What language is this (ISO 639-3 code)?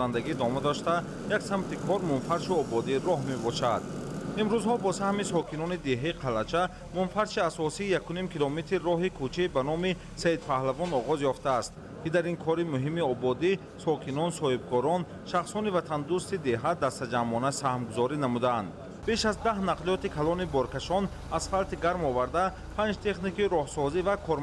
tgk